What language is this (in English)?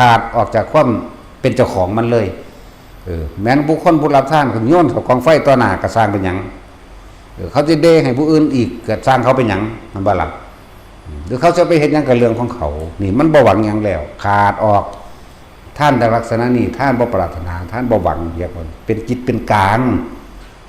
Northeastern Thai